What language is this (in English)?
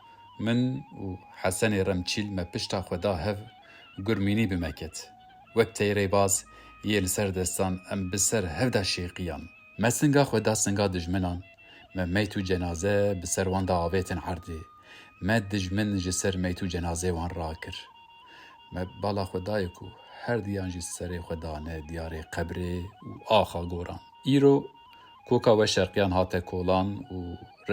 Kurdish